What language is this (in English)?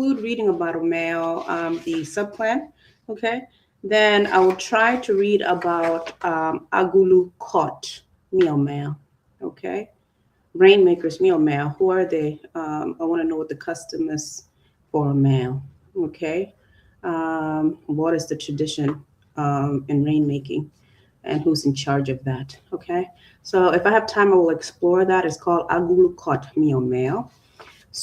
Acoli